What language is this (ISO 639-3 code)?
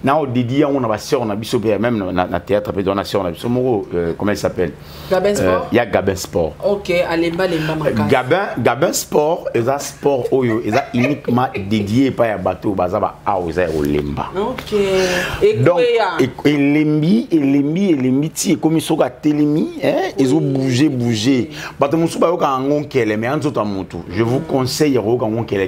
lin